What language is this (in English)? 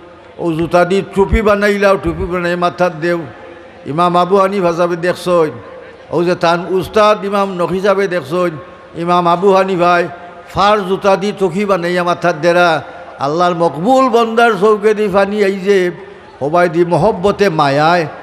Sylheti